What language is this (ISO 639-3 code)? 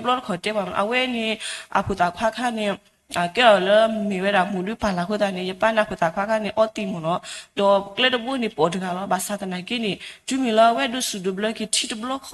ksw